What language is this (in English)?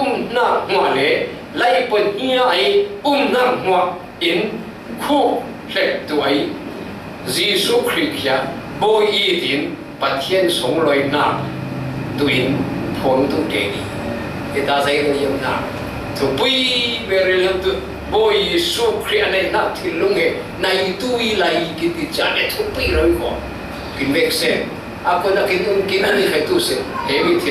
Falam Chin